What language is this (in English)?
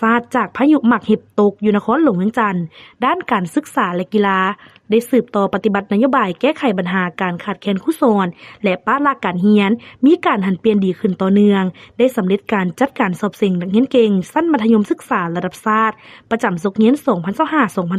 Lao